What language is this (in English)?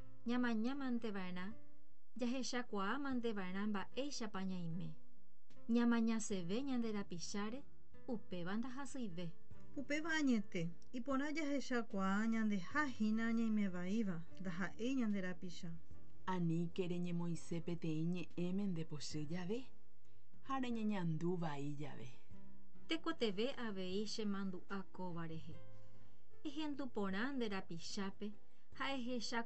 Guarani